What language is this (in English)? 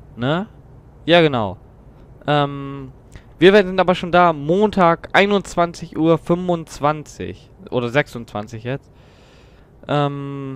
German